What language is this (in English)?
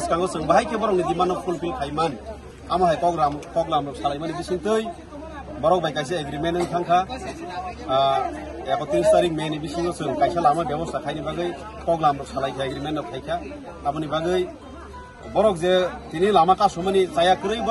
Kok Borok